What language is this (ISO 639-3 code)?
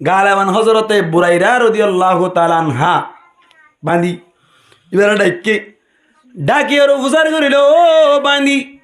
rhg